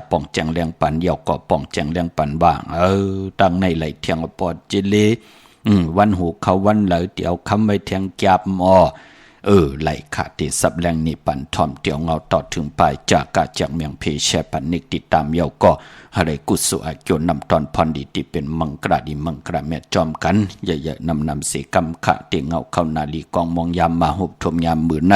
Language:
Shan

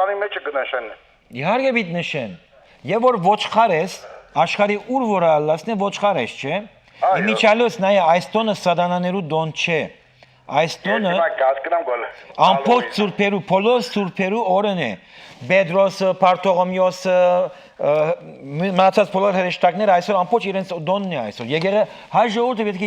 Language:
Western Armenian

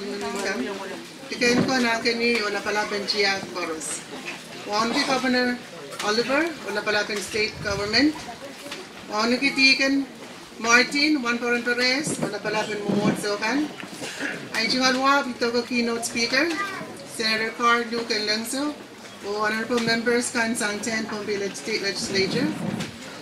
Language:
Pohnpeian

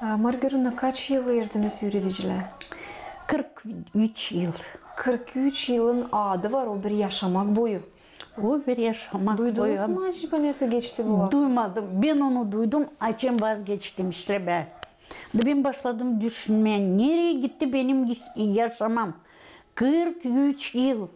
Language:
Gagauz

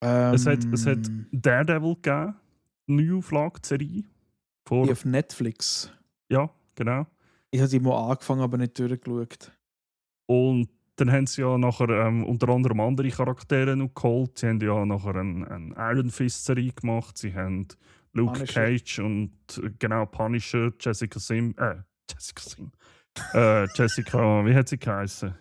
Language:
Swiss German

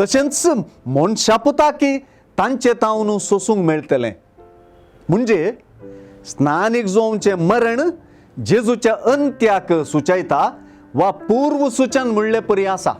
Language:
Konkani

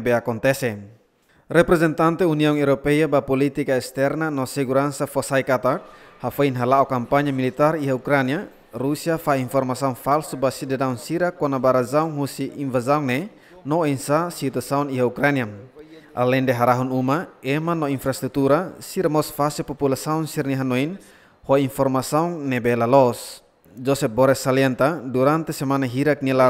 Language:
Tetum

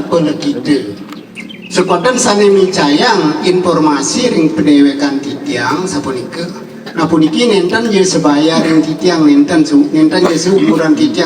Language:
Balinese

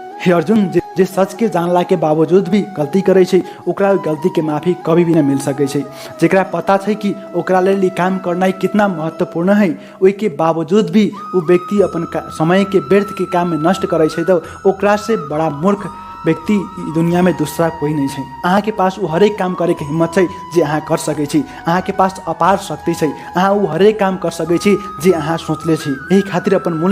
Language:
Maithili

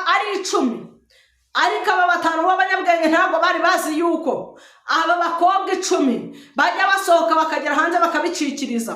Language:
Kinyarwanda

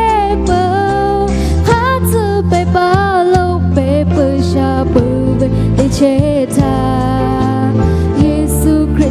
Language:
Lahu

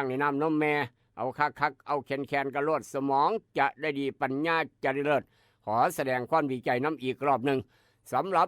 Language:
Northeastern Thai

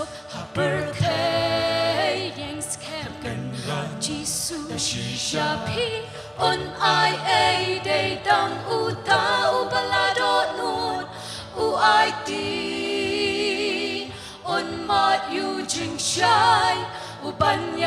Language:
Khasi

